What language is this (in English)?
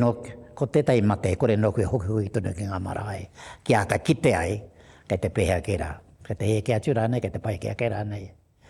Māori